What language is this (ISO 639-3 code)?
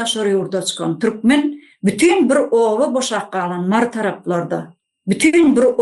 tuk